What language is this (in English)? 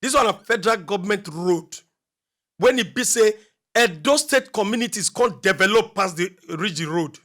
Nigerian Pidgin